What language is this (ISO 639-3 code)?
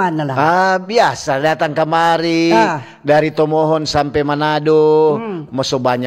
xmm